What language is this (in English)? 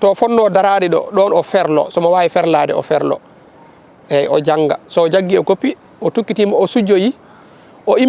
Fula